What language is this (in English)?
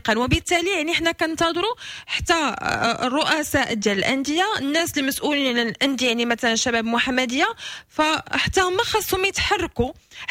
Moroccan Arabic